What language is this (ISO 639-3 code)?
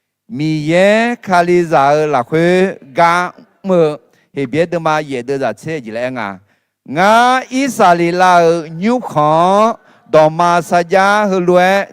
ahk